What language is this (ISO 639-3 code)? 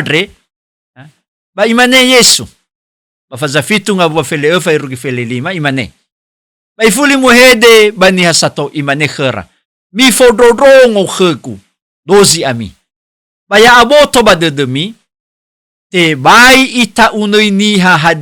nia